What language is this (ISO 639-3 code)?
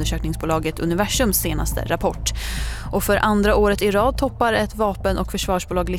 swe